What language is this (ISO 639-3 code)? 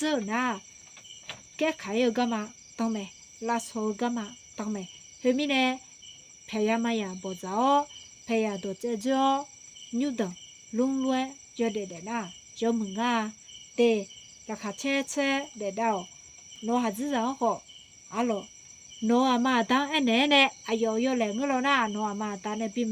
ahk